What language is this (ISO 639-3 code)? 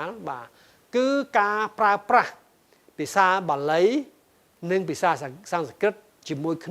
khm